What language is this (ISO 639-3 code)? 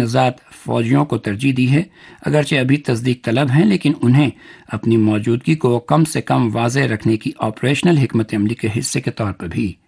urd